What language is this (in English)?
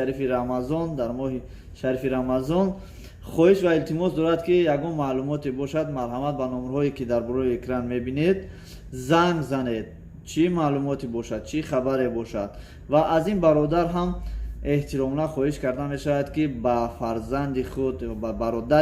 Tajik